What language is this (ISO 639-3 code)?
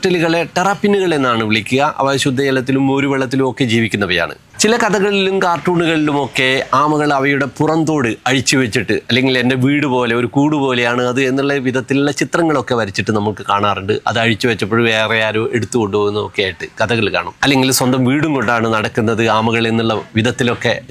mal